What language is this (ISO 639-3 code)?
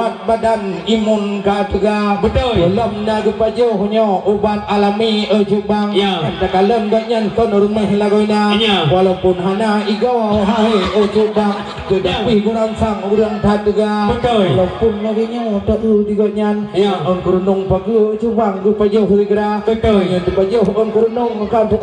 ace